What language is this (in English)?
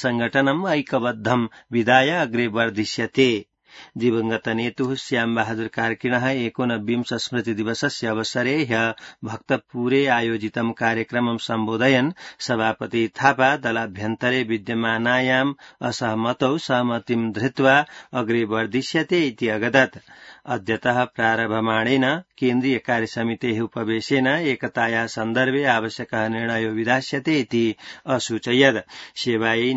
Sanskrit